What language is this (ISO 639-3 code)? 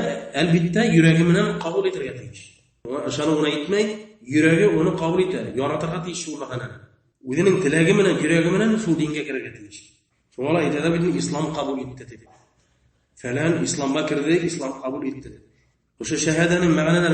bak